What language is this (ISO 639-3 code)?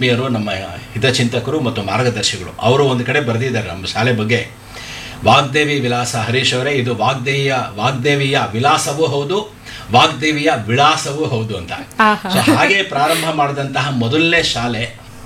kan